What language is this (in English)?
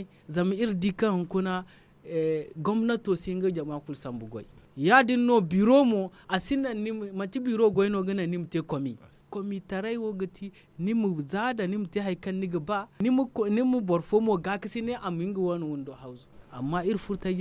Zarma